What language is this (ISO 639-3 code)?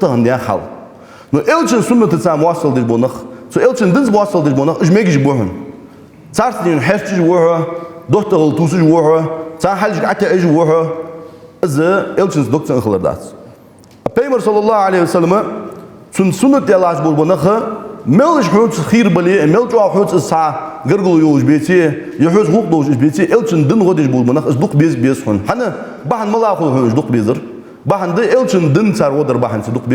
inh